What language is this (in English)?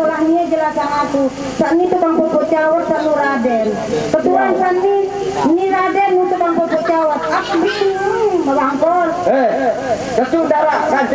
Sasak